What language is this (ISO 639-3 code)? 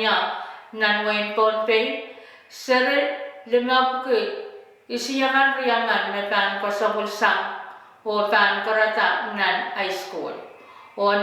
pon